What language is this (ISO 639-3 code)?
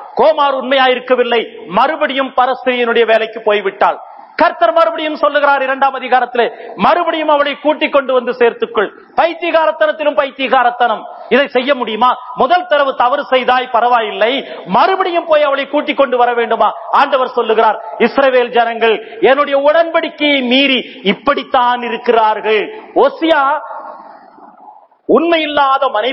tam